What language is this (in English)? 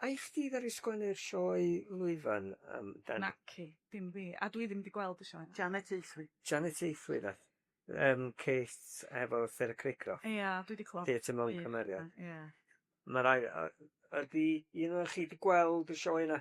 Welsh